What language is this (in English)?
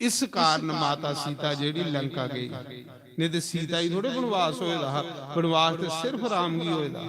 Dogri